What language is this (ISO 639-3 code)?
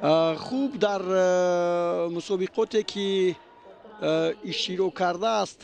tgk